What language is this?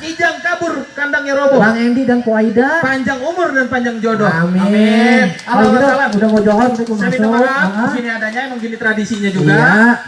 Betawi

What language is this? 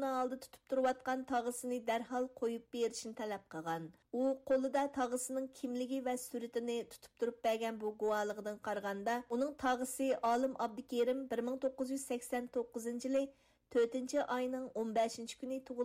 Uyghur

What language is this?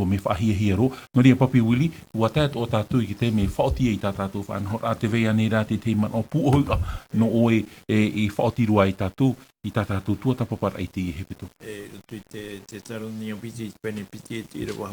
Tahitian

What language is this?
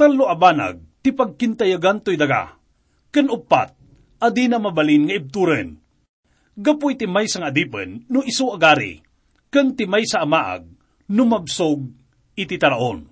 Iloko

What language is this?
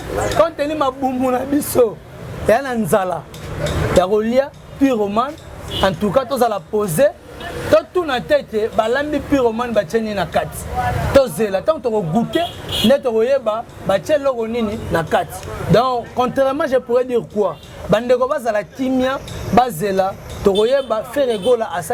Lingala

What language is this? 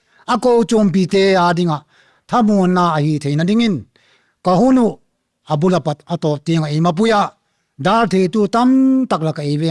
Paite Chin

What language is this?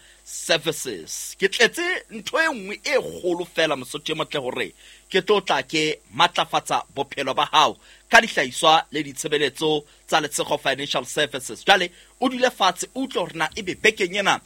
Southern Sotho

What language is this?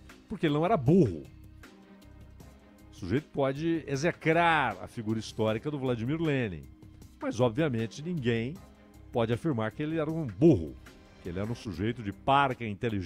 Portuguese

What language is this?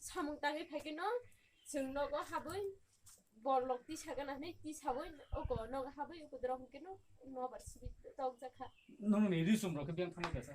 Kok Borok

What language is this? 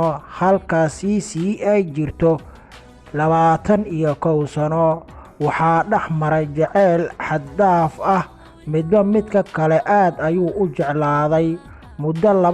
Somali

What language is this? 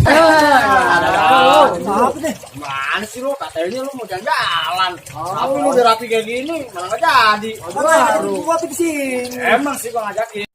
Betawi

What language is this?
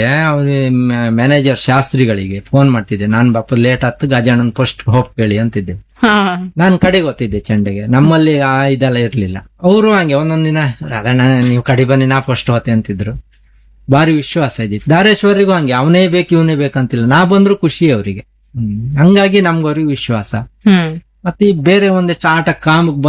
Kannada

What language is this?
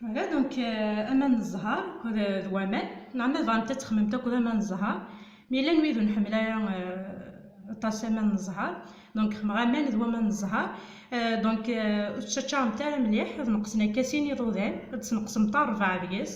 Kabyle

